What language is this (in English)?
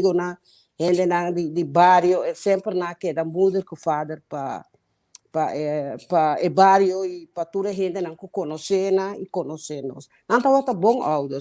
Papiamento